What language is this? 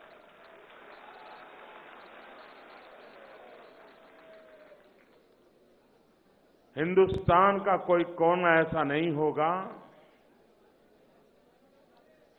Hindi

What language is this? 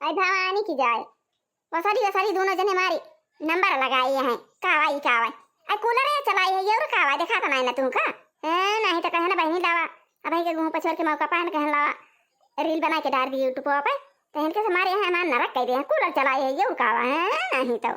Awadhi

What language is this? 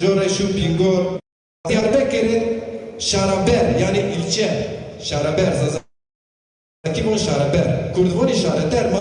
Zaza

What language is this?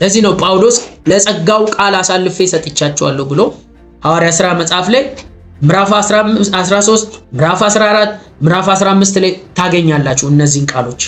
Amharic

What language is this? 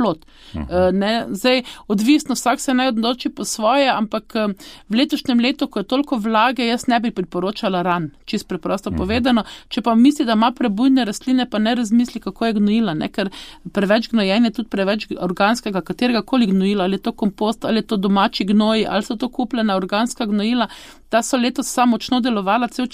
Slovenian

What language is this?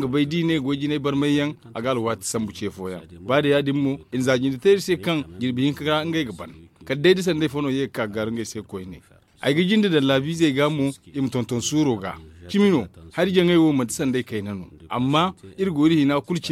Zarma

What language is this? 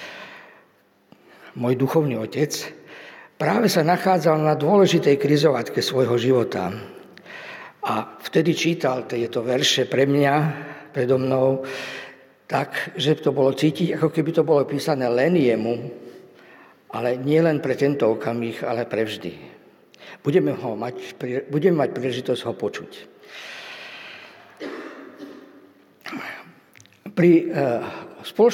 Slovak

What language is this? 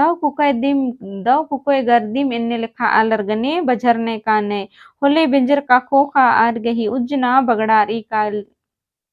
Kurukh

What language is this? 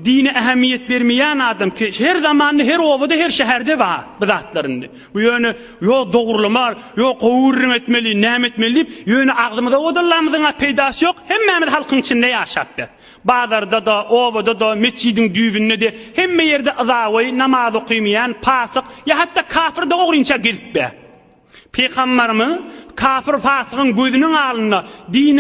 Turkmen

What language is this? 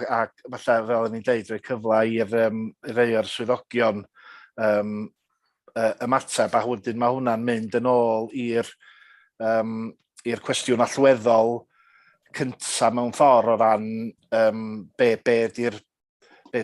Welsh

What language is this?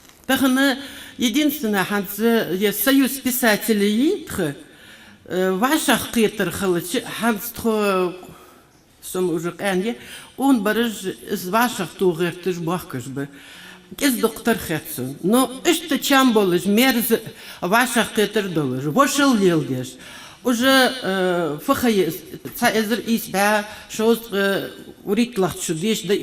Ingush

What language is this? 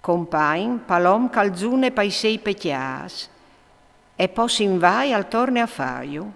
Friulian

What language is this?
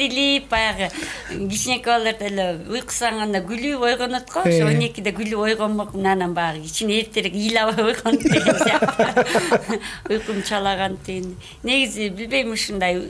Kyrgyz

